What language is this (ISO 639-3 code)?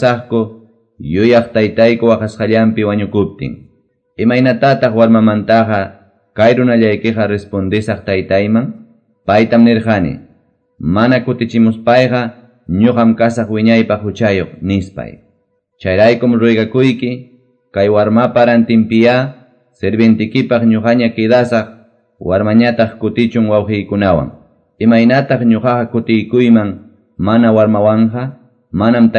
que